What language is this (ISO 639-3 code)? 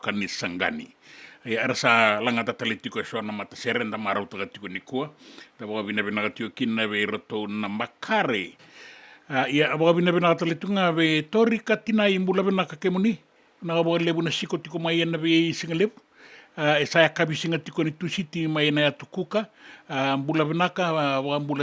fij